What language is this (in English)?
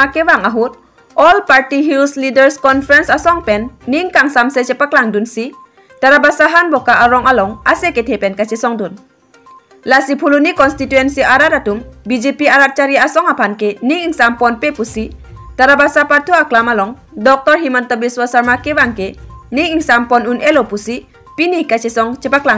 Karbi